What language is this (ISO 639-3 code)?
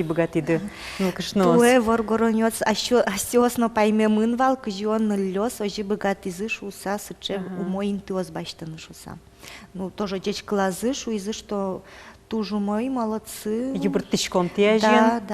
udm